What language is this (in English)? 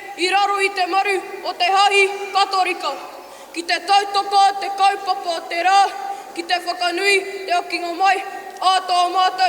Māori